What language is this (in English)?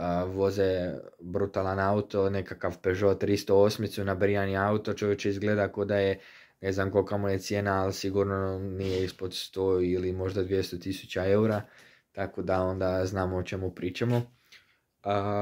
Croatian